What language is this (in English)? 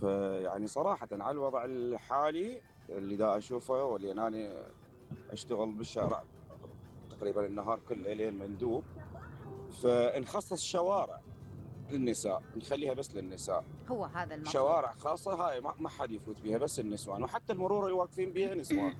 Mesopotamian Arabic